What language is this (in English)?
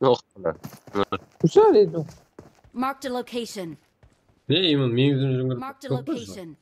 Kara-Kalpak